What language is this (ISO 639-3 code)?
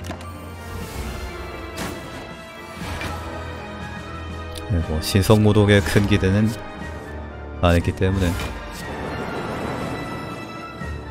kor